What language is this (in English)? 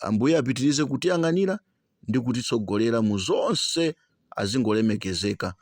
Nyanja